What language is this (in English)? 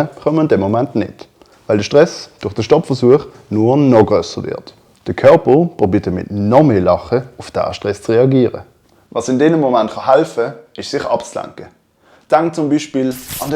Swiss German